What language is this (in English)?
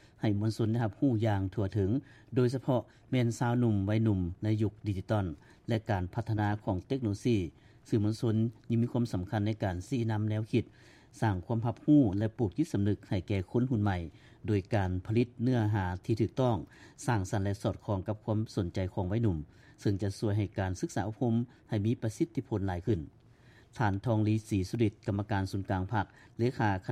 Lao